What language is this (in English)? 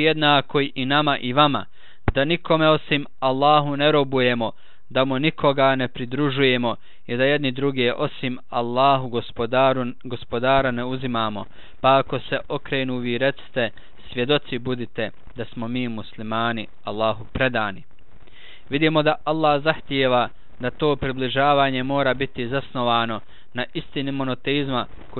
Bosnian